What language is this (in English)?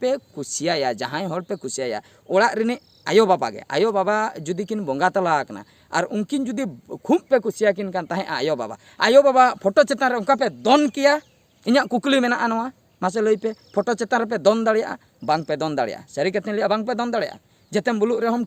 Santali